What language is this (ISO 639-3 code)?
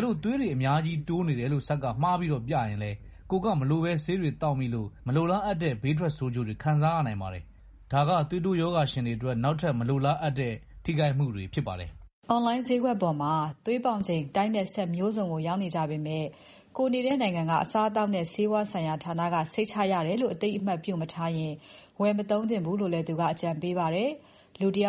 mya